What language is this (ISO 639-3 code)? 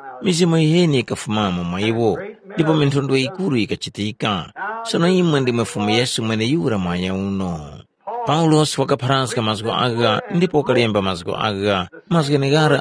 tum